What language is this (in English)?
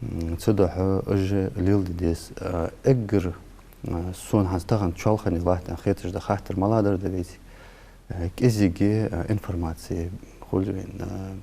Ingush